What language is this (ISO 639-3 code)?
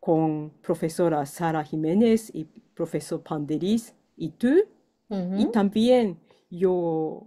lad